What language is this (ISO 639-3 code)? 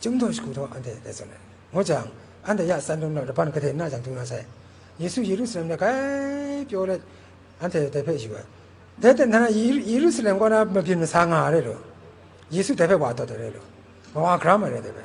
kac